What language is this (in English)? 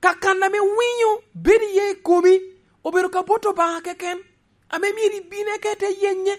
Lango (Uganda)